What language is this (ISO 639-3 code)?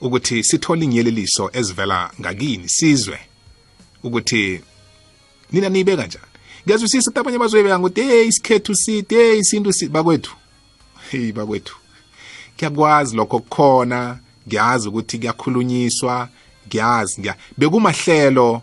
nbl